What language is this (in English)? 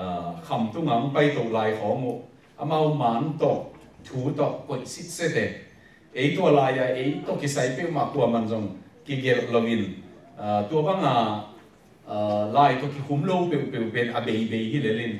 Tedim Chin